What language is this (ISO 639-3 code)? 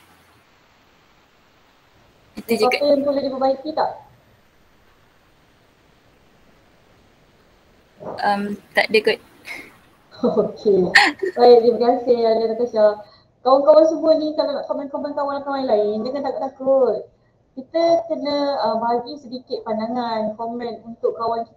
msa